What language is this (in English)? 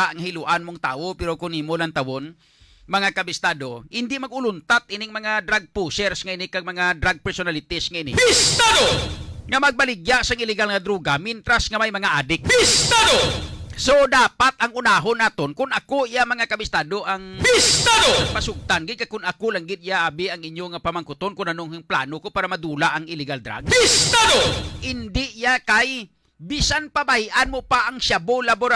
Hiligaynon